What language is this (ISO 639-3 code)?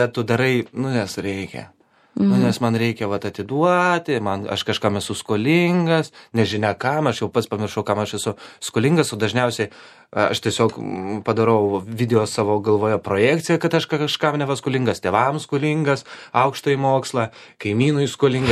lit